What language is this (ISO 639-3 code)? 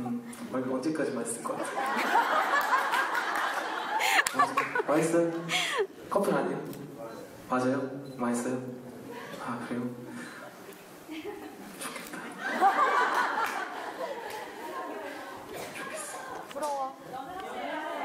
kor